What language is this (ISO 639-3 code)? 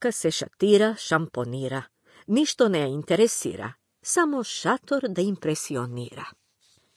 mkd